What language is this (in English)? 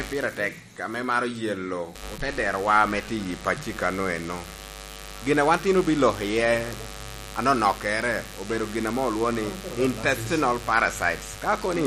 Lango (Uganda)